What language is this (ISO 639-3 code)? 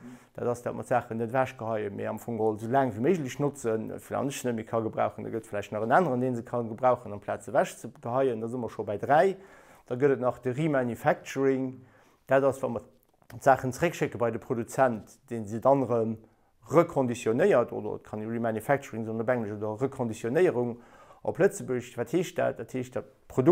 ltz